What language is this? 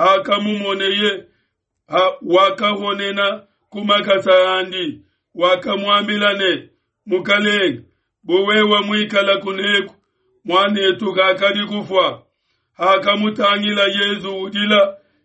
Luba-Lulua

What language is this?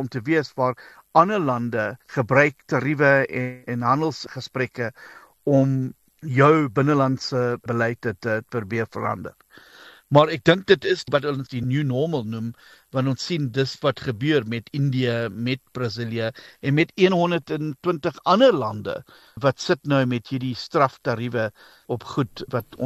Afrikaans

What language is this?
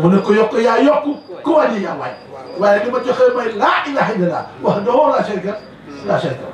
Wolof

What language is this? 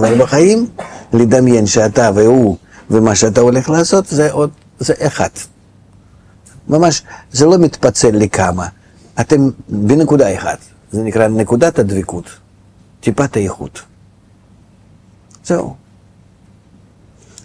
Hebrew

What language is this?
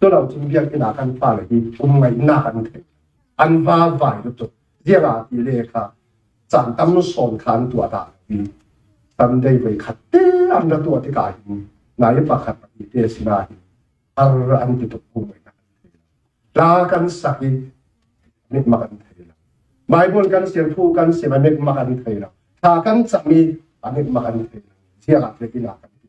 Falam Chin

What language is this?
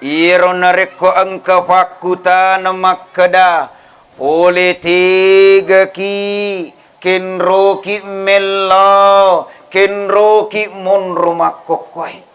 Buginese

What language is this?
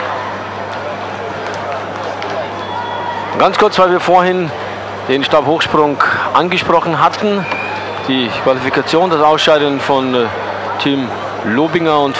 German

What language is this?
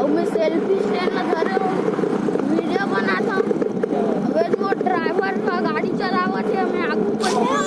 Chhattisgarhi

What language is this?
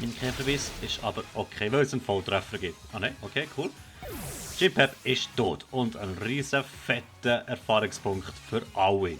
Swiss German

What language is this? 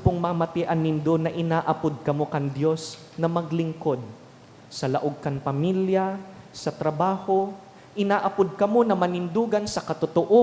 Bikol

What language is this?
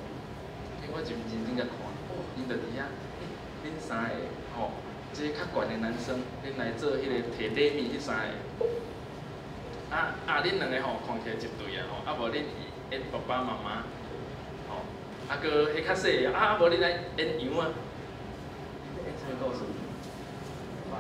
Min Nan Chinese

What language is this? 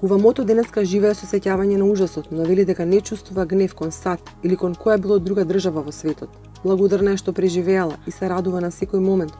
Macedonian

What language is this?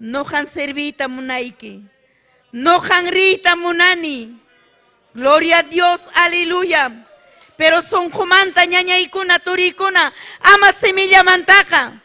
Ayacucho Quechua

